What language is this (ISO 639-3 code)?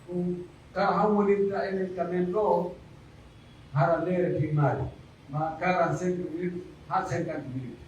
fuf